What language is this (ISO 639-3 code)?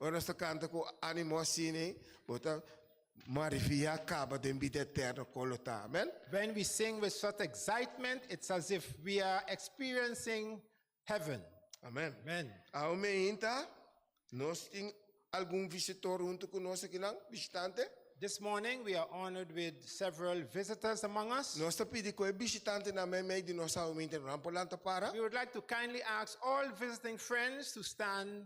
pap